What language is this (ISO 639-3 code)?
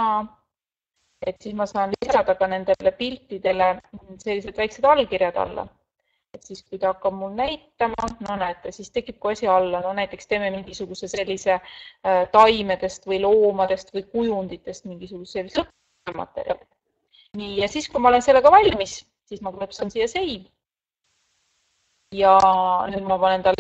est